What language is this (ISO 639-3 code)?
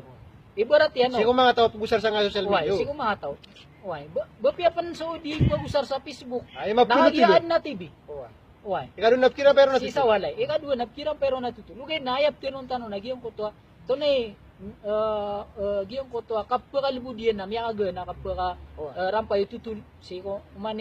mrw